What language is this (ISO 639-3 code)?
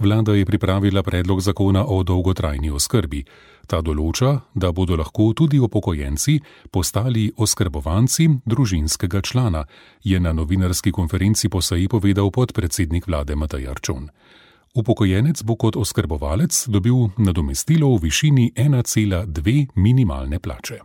slv